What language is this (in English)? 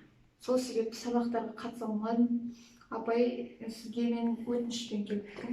Kazakh